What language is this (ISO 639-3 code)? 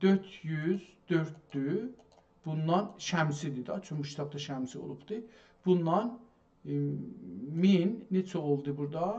azb